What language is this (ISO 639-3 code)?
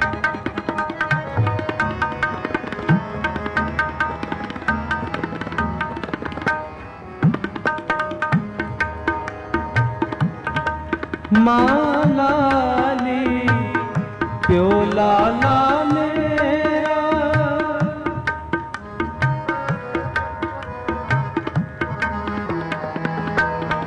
pan